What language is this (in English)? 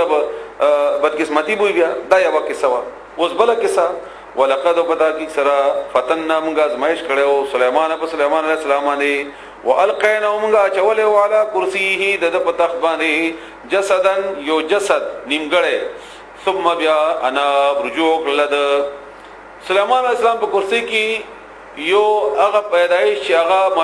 Pashto